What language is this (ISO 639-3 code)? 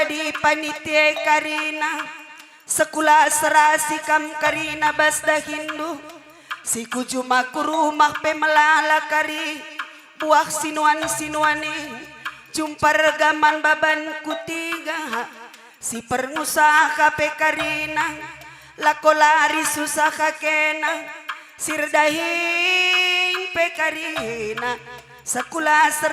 btx